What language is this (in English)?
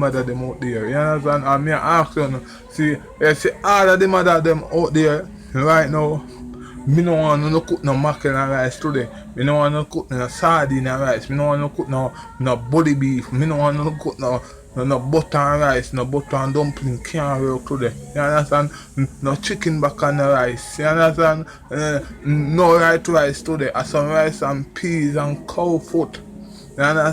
Jamaican Creole English